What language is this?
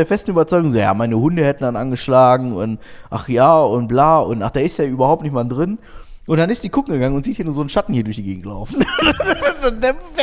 German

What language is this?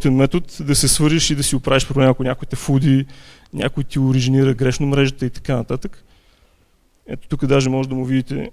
Bulgarian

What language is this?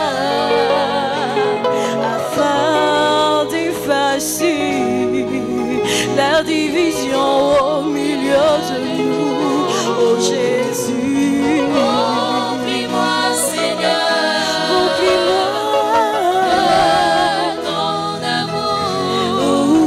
French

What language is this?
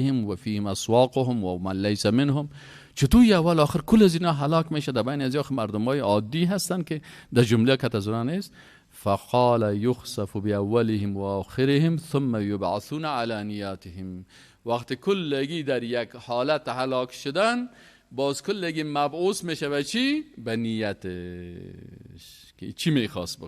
Persian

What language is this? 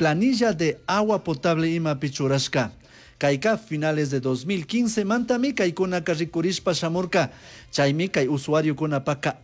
Chimborazo Highland Quichua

